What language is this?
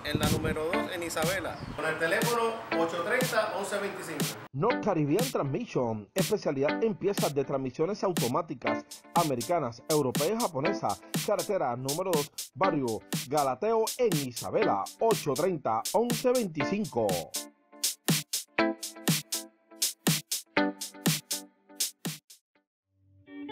Spanish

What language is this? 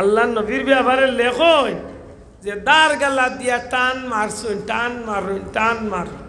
Sylheti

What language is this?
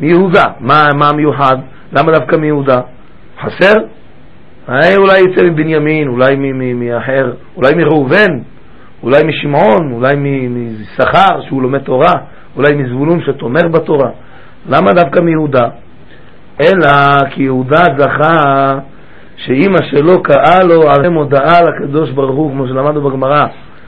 Hebrew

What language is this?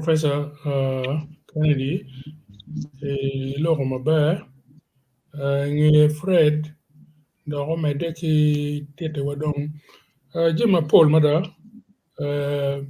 Acoli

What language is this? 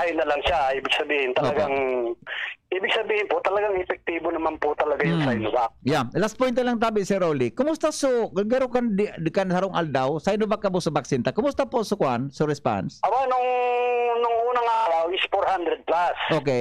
Bikol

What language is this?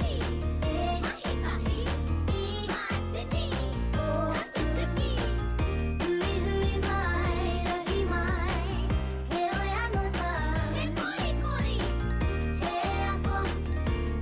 Māori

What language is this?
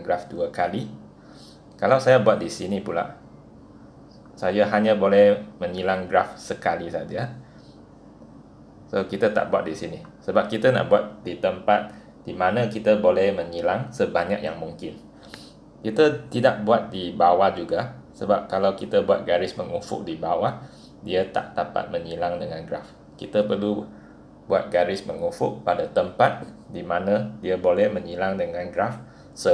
Malay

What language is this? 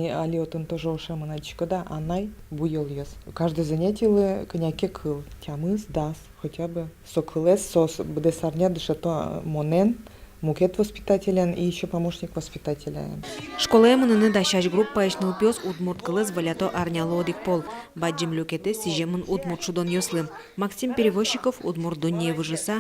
Udmurt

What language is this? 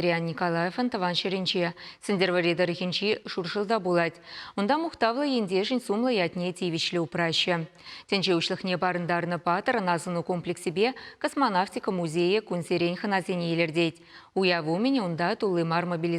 Chuvash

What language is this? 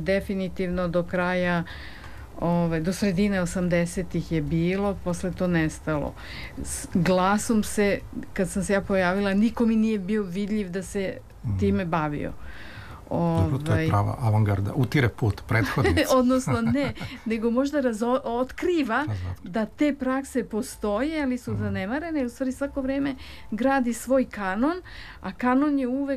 Serbian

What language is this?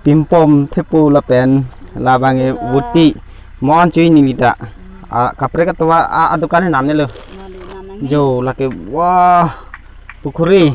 Karbi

